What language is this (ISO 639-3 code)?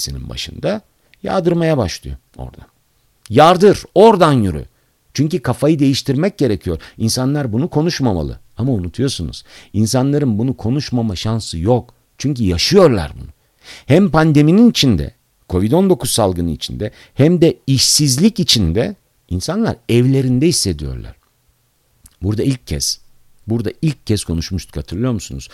tur